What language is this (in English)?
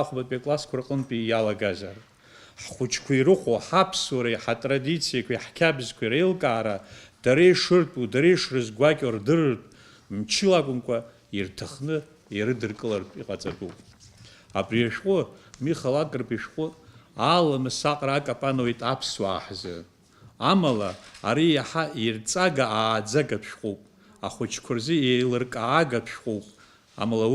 Abkhazian